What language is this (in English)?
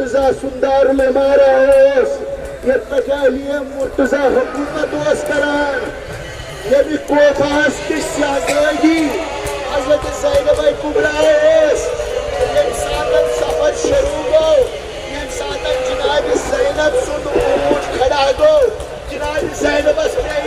Kashmiri